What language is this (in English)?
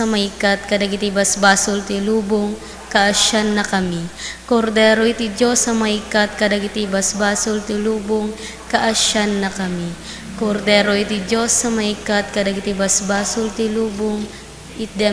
Iloko